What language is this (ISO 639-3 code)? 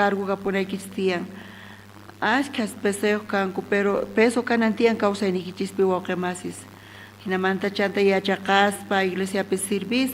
quh